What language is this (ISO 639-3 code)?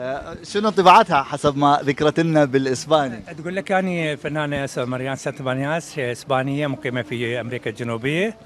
acm